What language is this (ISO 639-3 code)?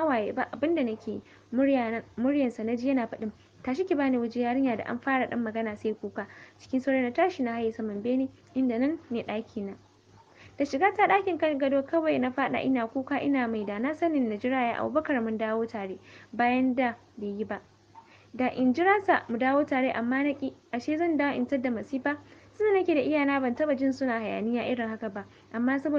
hau